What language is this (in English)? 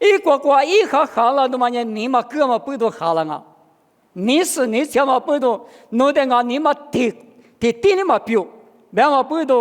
Lisu